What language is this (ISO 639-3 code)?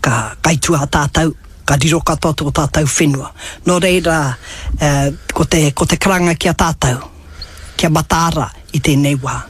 mri